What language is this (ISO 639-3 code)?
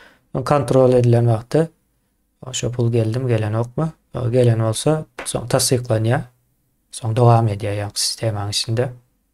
tuk